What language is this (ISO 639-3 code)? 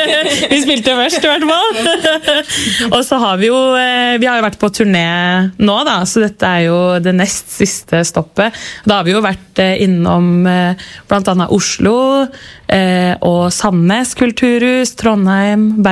nor